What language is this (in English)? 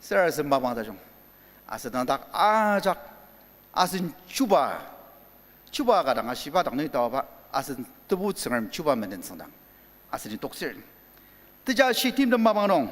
Ao Naga